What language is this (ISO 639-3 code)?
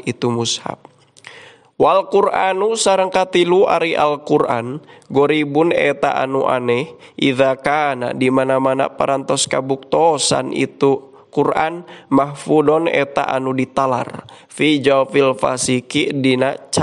sun